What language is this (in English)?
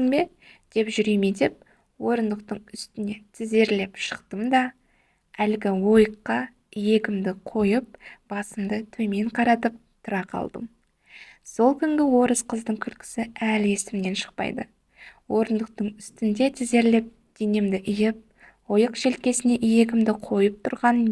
Kazakh